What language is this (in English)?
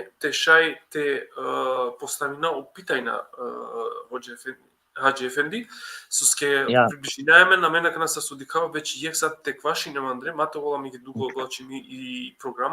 Balkan Romani